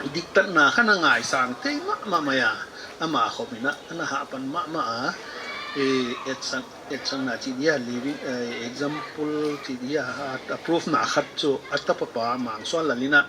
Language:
Paite Chin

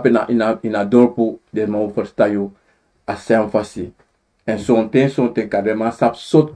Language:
Sranan Tongo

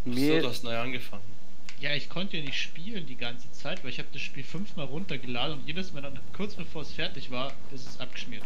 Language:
Swiss German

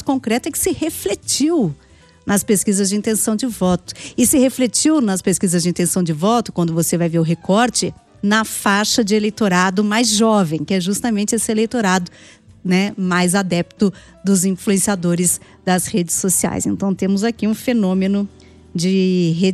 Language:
Portuguese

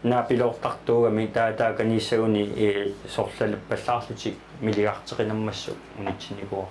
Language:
Kalaallisut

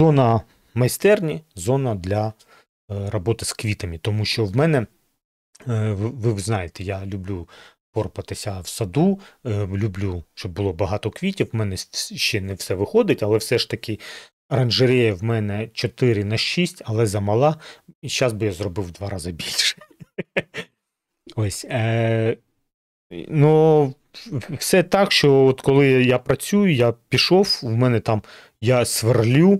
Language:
Ukrainian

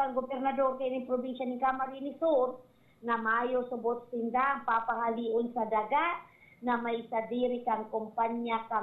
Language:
Bikol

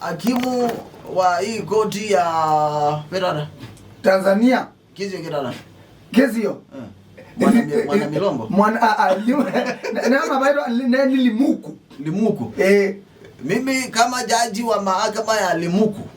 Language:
Kamba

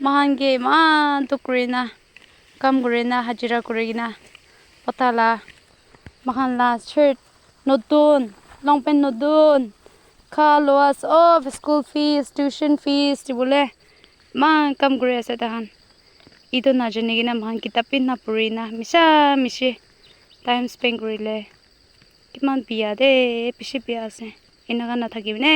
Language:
Naga Pidgin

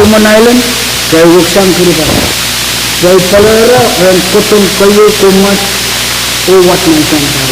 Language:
Pohnpeian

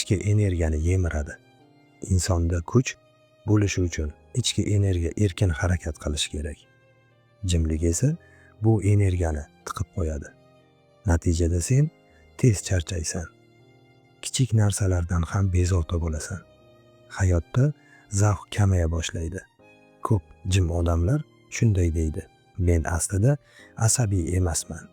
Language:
Uzbek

